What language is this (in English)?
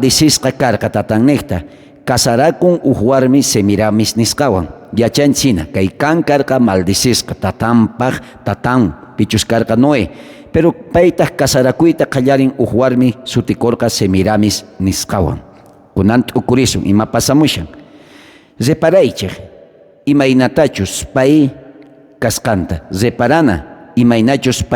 South Bolivian Quechua